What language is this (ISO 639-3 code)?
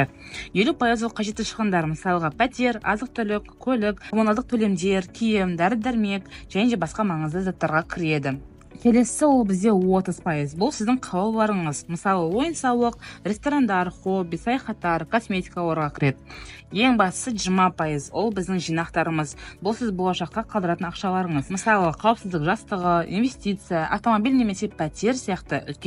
kaz